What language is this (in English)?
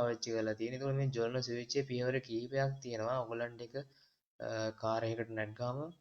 Sinhala